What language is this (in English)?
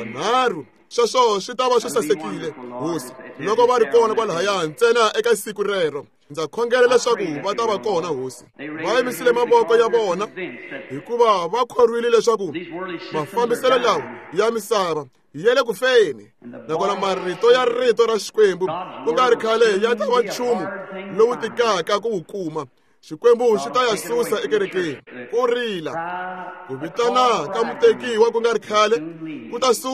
Tsonga